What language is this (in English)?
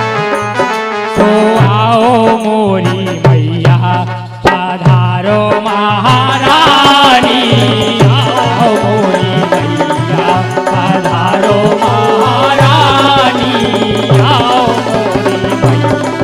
Bundeli